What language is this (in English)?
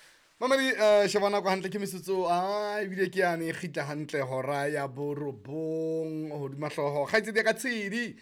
Southern Sotho